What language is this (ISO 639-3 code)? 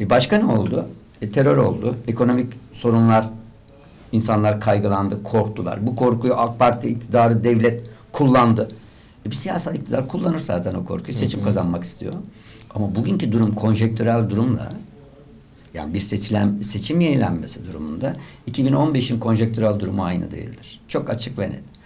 tur